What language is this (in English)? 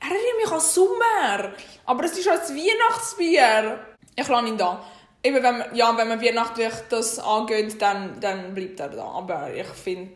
Swiss German